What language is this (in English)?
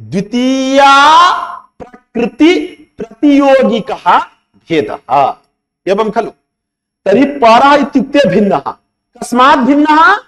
Sanskrit